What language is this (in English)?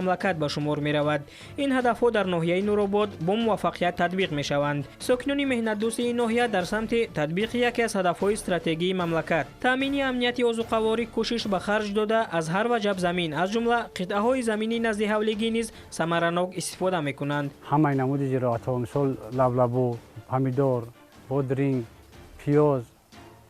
Tajik